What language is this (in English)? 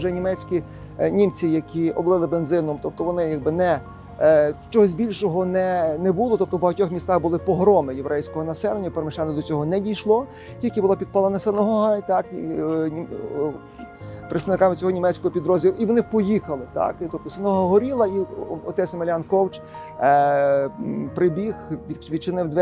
Ukrainian